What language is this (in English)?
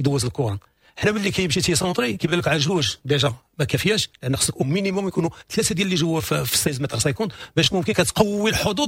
Moroccan Arabic